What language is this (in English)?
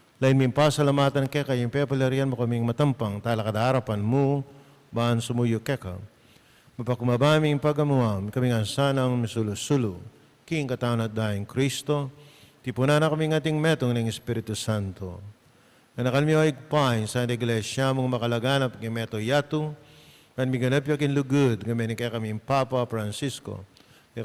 Pampanga